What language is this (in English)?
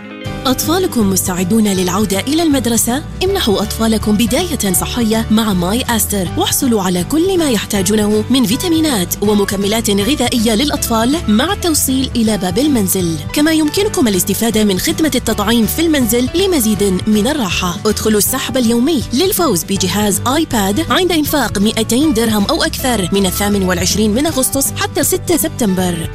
Arabic